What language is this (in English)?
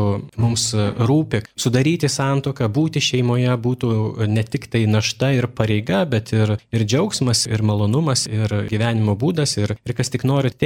Lithuanian